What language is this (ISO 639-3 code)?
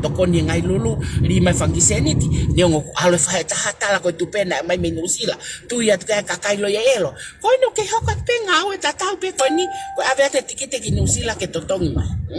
ton